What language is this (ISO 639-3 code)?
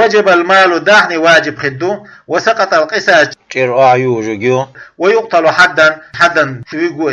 che